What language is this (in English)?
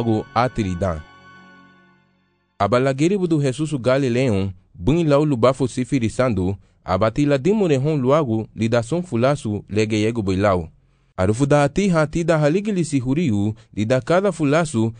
Garifuna